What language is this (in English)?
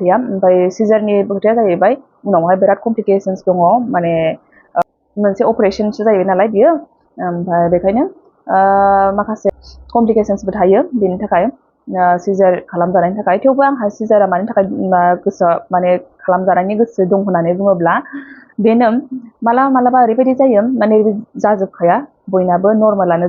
Bodo